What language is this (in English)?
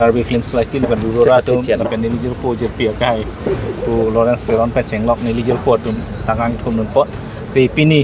Karbi